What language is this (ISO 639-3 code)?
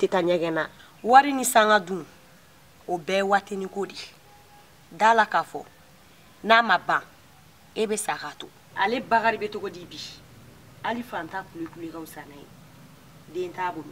bam